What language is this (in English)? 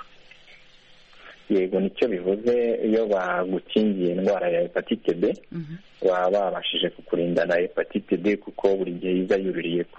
Kinyarwanda